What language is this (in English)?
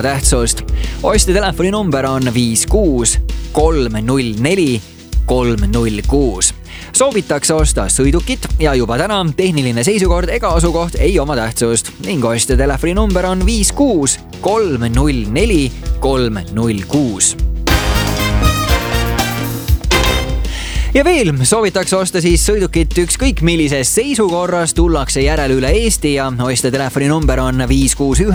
Estonian